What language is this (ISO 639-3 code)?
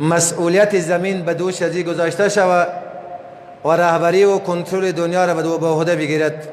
fas